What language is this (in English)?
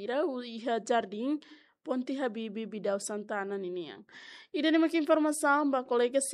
Tetum